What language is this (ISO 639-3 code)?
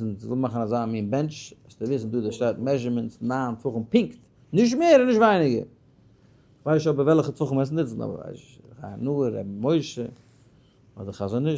yid